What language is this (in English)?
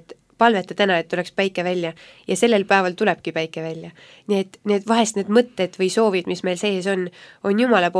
Estonian